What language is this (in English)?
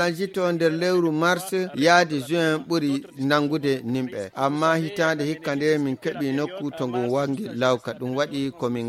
Fula